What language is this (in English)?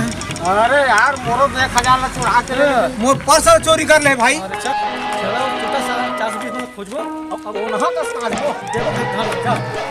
Chhattisgarhi